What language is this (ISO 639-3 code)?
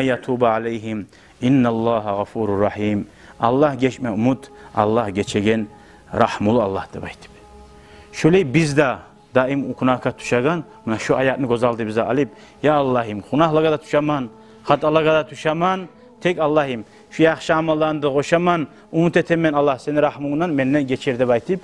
kum